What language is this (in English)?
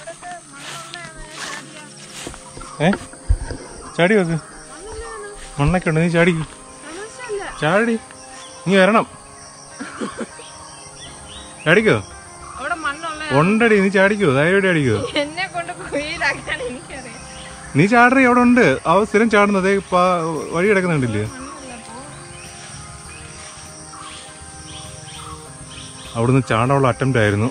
Malayalam